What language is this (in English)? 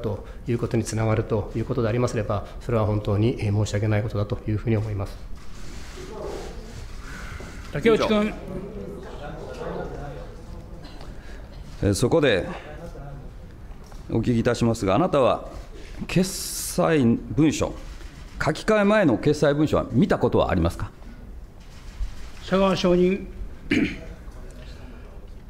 Japanese